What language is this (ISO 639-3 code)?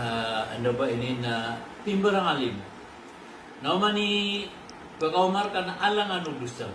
mrw